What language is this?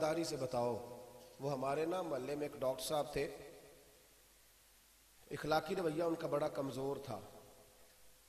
Urdu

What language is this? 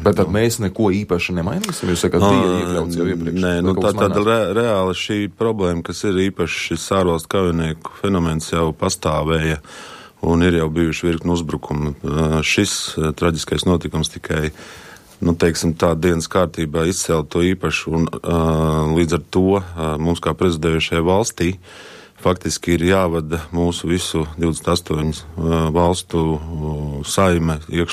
Latvian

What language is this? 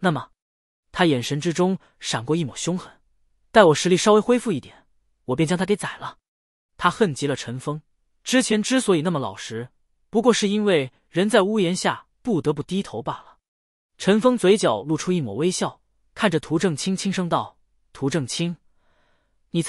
Chinese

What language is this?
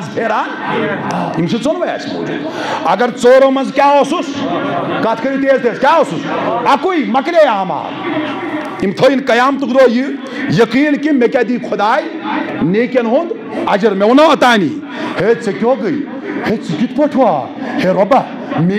Kashmiri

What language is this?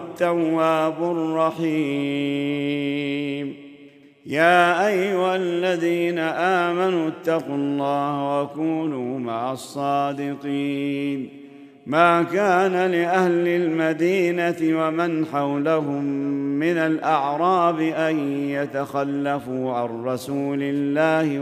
Arabic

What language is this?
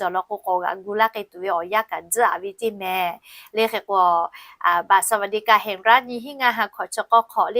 Lahu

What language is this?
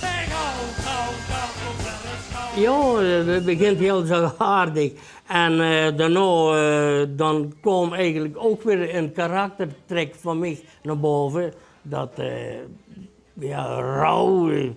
Limburgish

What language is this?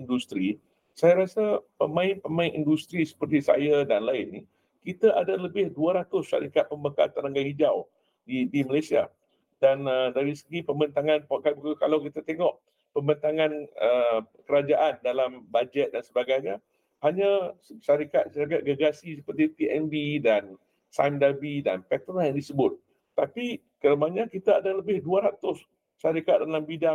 Malay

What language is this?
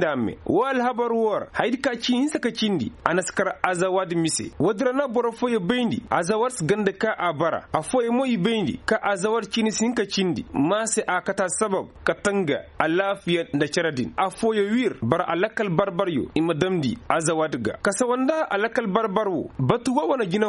Koyraboro Senni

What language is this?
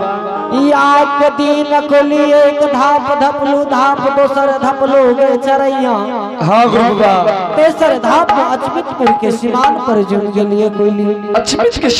Angika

